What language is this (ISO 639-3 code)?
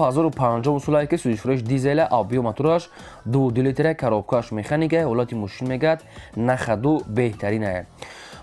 tgk